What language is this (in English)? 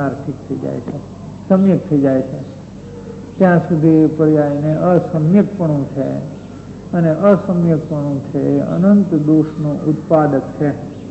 Gujarati